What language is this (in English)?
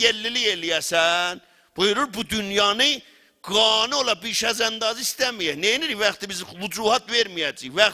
South Azerbaijani